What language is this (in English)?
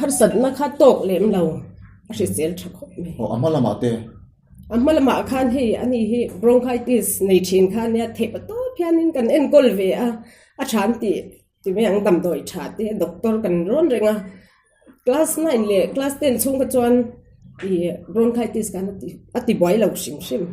Mizo